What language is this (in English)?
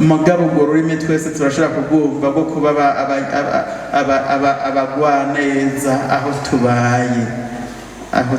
Rundi